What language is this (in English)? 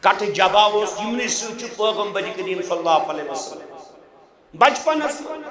Kashmiri